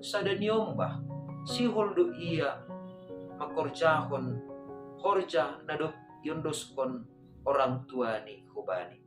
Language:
Batak Simalungun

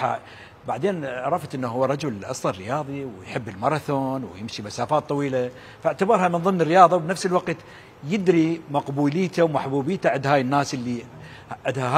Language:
Mesopotamian Arabic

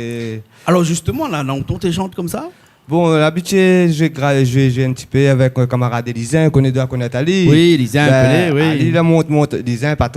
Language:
Réunion Creole French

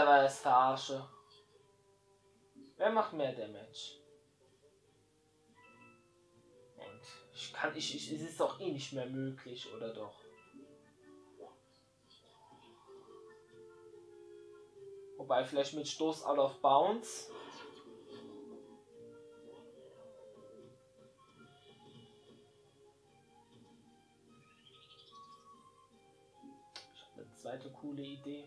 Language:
German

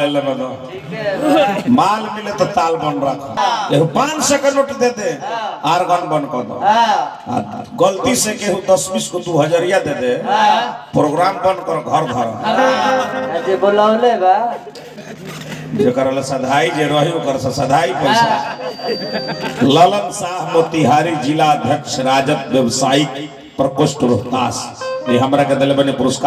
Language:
Bhojpuri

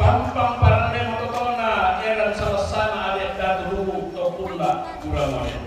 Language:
Toraja-Sa'dan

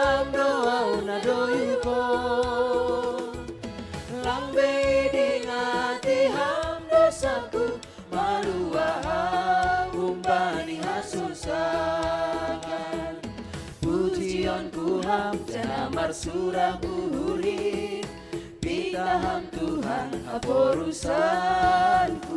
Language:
Batak Simalungun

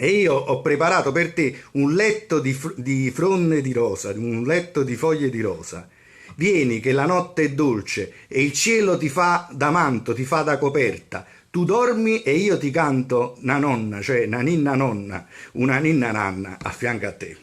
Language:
Neapolitan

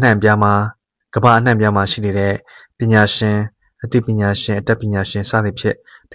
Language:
Burmese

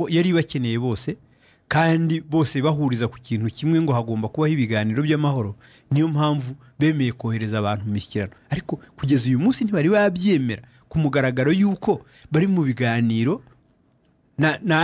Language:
Kinyarwanda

